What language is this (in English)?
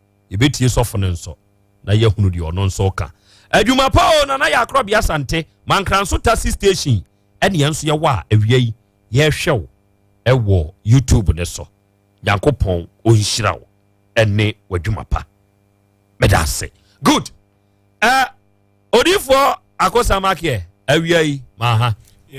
Akan